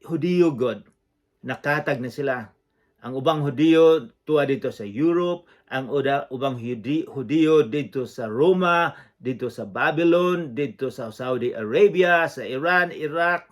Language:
Cebuano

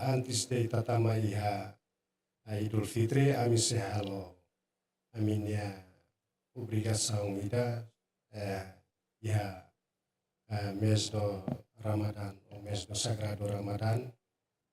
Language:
Tetum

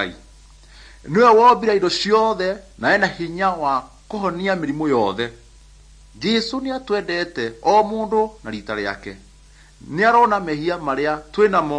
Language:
Kikuyu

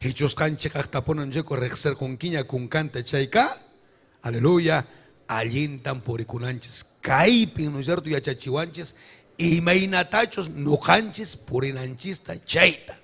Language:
Ayacucho Quechua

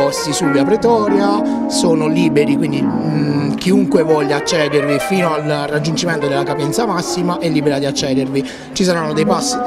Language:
Italian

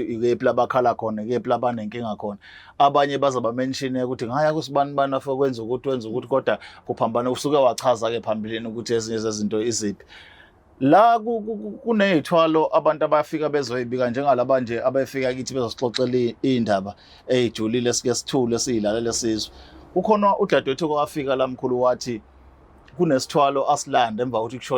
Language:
Zulu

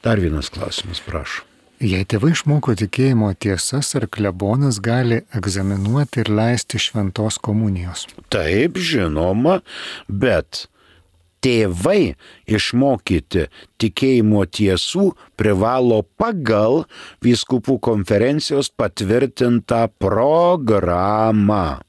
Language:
Lithuanian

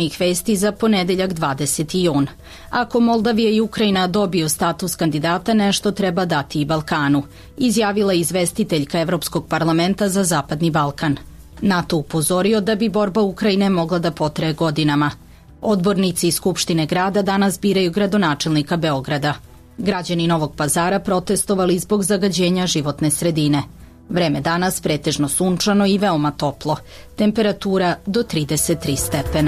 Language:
Serbian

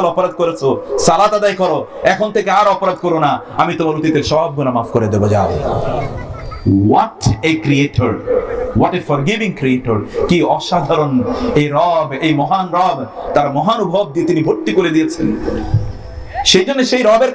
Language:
Bangla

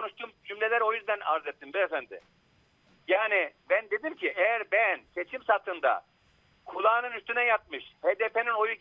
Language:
Turkish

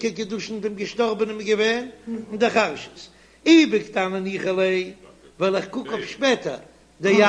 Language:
Yiddish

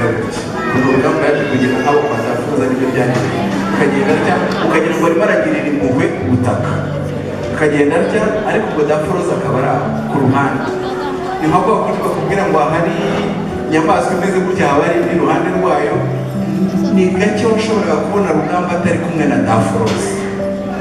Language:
Kinyarwanda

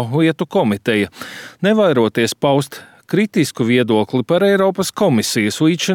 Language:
Latvian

